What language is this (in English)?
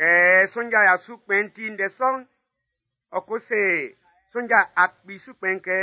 Baoulé